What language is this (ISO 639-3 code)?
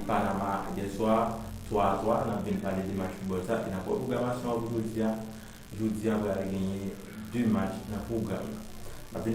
hat